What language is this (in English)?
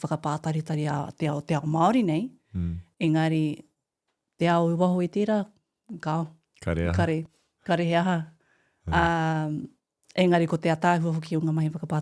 Māori